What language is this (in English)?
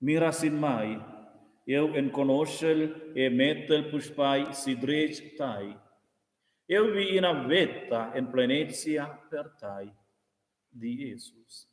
Romansh